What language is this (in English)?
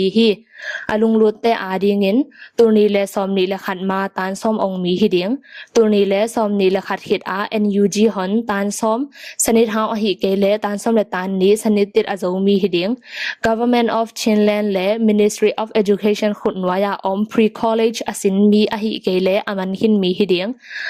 Tedim Chin